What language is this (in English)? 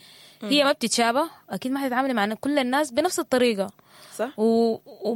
Sudanese Arabic